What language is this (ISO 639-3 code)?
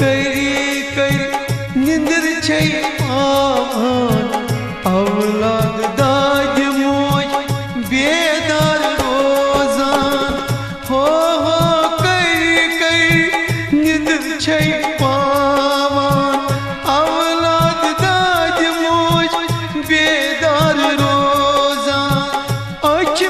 kas